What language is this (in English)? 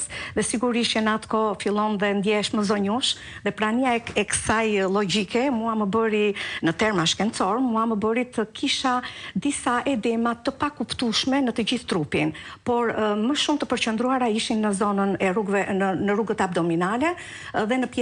Albanian